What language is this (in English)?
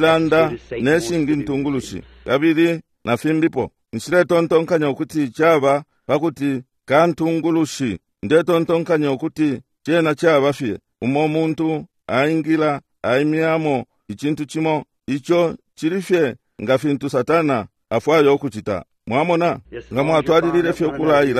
Bemba